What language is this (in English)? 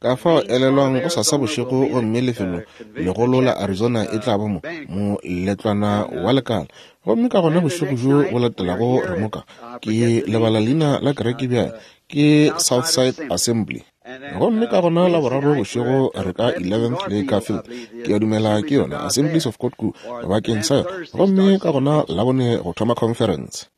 Northern Sotho